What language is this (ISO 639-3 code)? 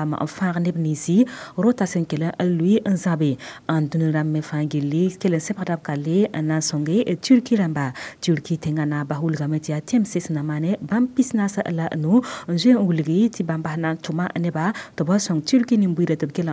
mos